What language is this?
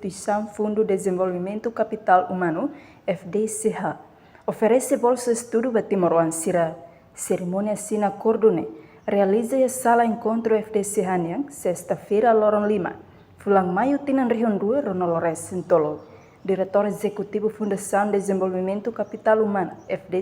Tetum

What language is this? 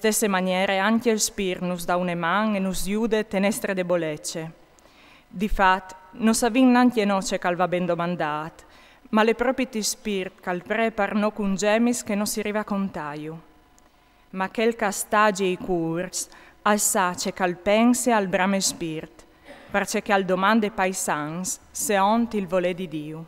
Friulian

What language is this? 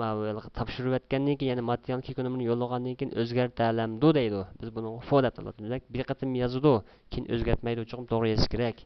Uyghur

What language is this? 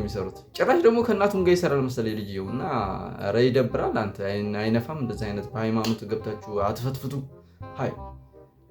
Amharic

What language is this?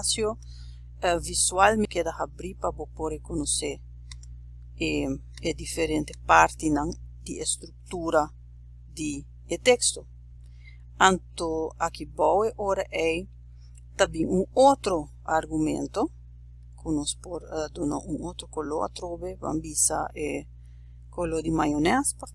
Papiamento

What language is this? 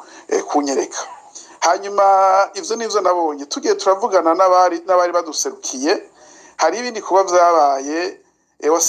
Rundi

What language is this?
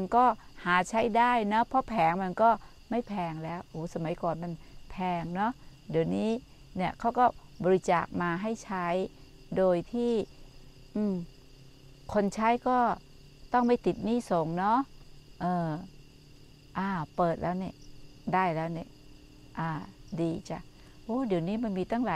Thai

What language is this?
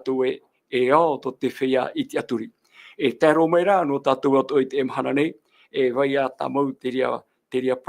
Tahitian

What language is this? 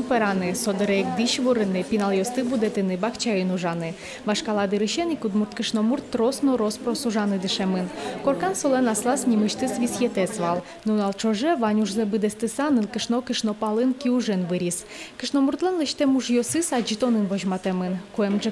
Udmurt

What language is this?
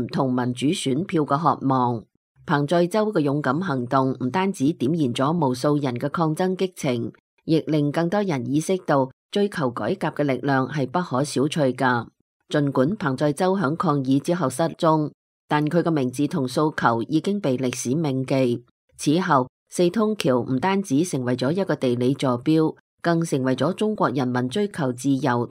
Cantonese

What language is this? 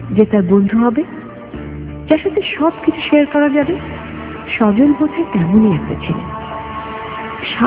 Bangla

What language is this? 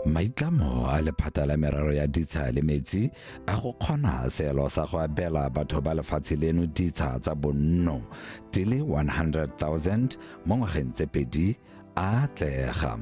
Tswana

